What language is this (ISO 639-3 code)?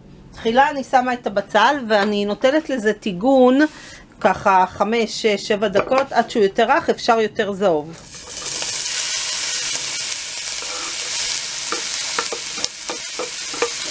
heb